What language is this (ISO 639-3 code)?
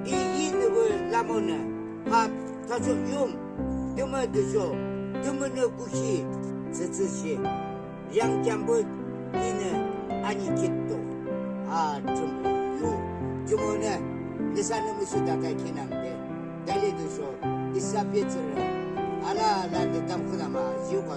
yim